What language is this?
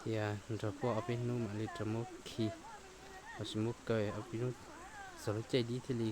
Hmong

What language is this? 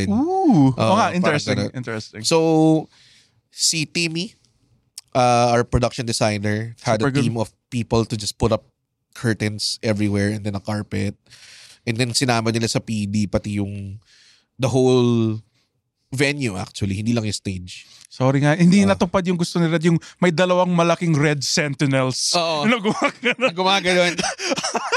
Filipino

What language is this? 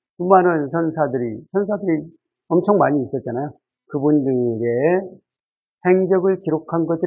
Korean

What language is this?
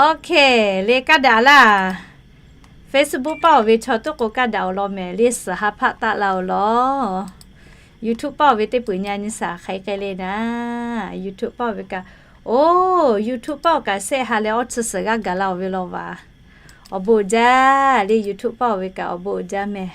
Lahu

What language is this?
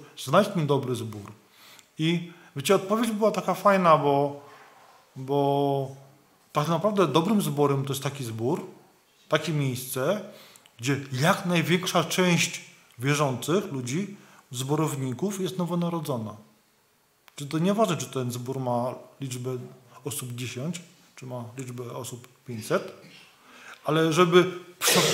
Polish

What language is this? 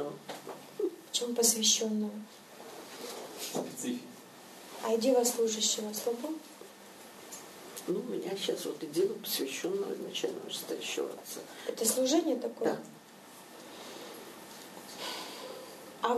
Russian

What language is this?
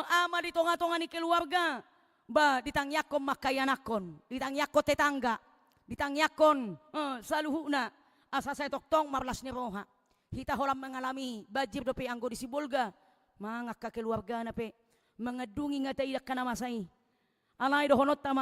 Batak Toba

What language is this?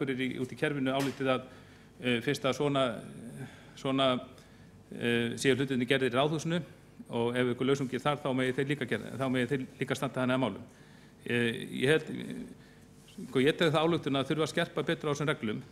Icelandic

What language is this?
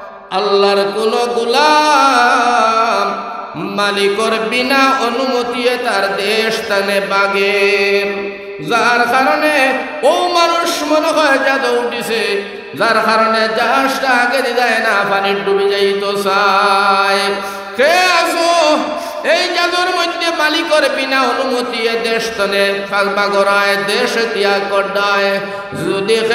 Sylheti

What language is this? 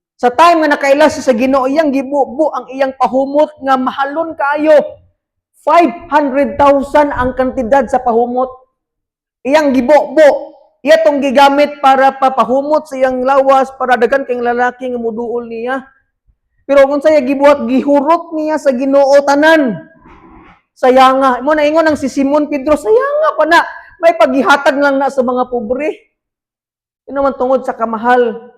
Cebuano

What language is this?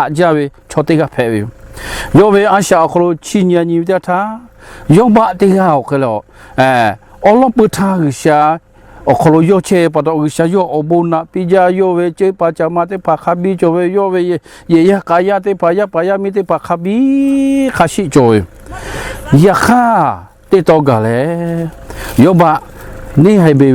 Lahu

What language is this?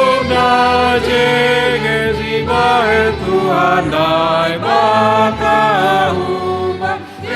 Batak Simalungun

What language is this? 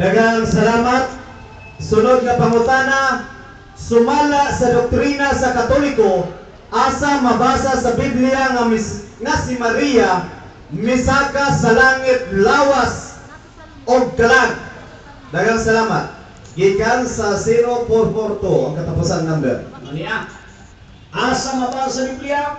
Cebuano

